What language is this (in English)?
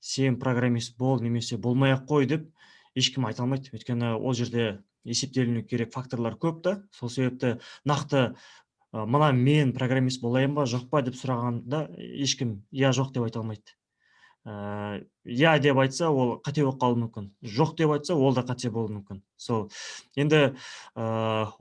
Kazakh